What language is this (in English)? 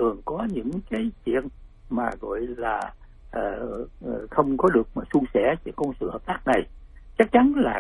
Vietnamese